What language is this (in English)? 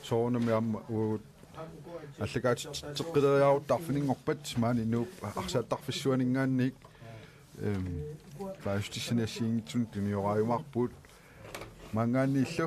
Kalaallisut